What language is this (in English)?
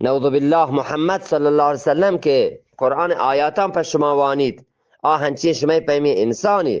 Eastern Balochi